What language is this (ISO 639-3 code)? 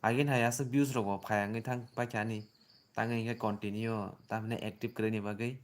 trp